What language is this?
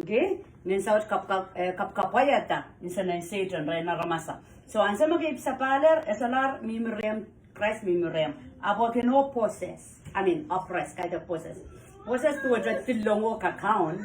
Pohnpeian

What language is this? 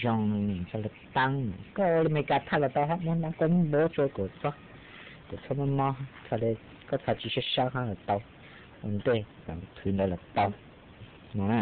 Hmong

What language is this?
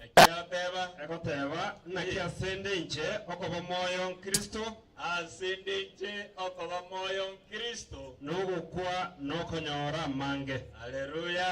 Gusii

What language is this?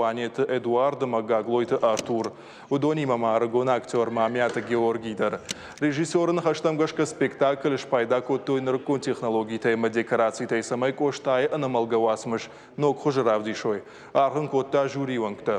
Ossetic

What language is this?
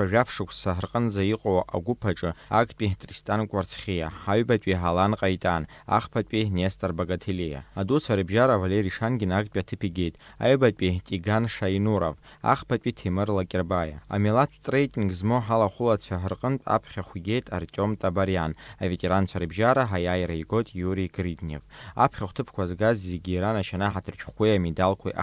Abkhazian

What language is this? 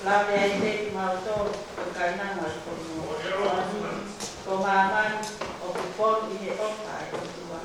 Tongan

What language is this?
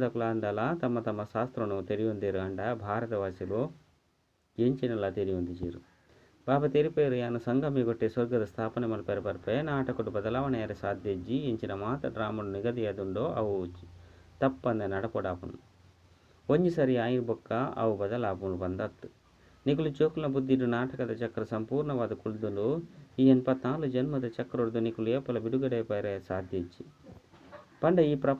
Tulu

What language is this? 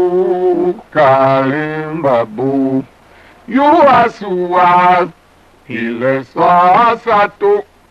Tiv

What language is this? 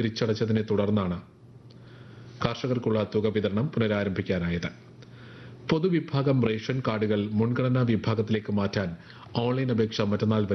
Malayalam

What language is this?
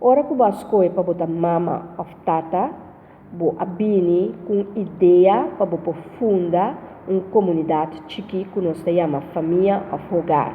Papiamento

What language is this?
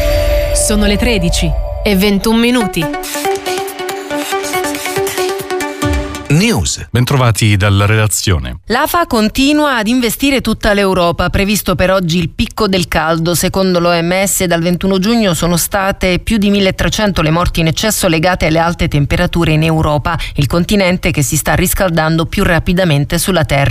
Italian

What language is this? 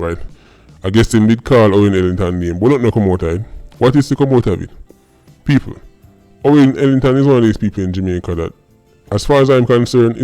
Jamaican Creole English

